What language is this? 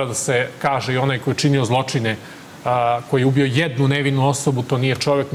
Serbian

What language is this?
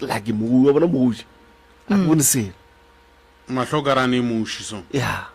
Northern Sotho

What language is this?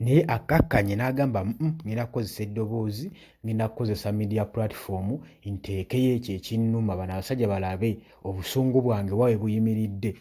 Ganda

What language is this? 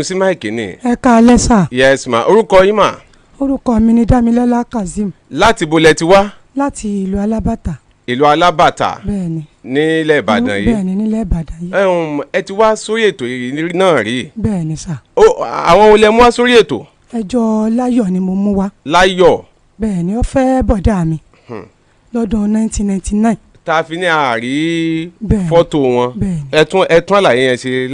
Yoruba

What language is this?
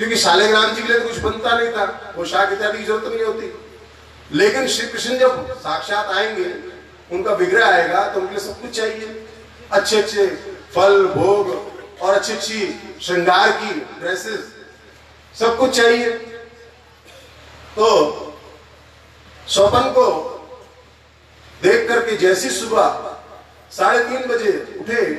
Hindi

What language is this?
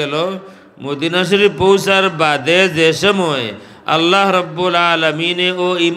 Sylheti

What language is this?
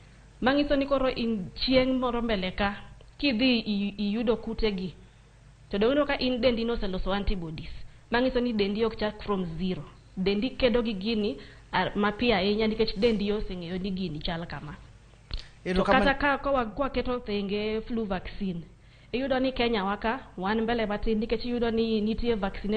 Luo (Kenya and Tanzania)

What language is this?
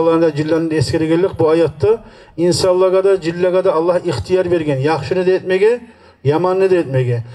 Kumyk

